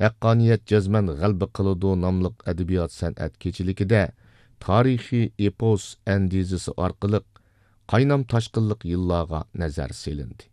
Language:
Uyghur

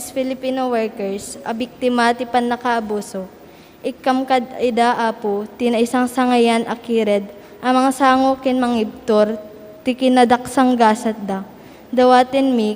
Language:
Iloko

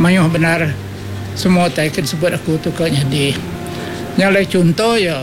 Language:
Iban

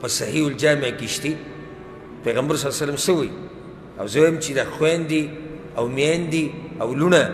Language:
Pashto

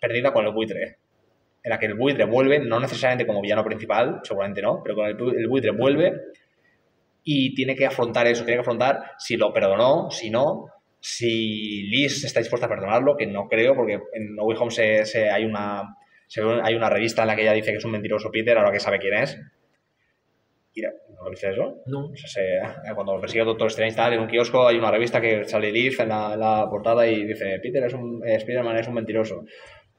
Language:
Spanish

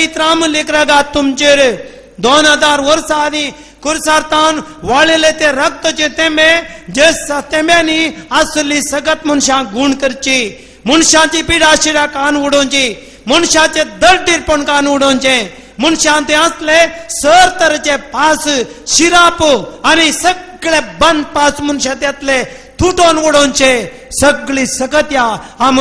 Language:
Konkani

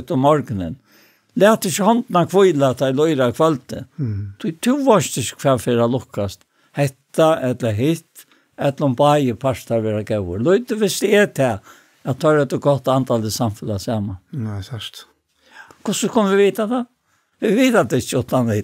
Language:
Faroese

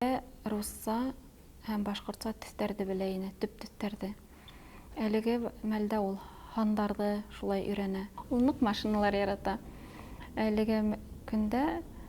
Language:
Bashkir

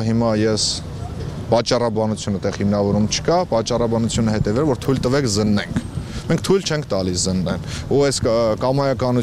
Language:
Armenian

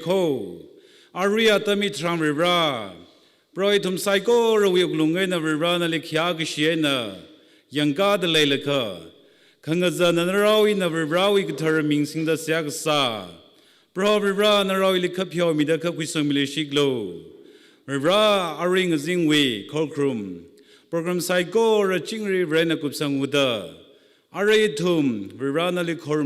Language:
Tangkhul Naga (India)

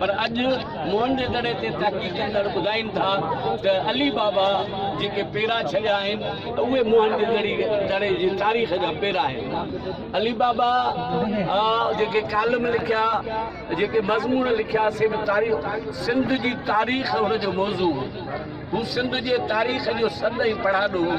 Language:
Sindhi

